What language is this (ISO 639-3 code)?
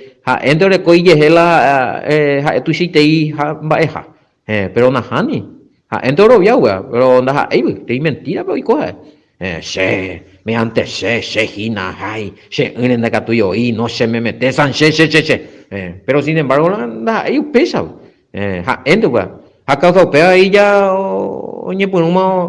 grn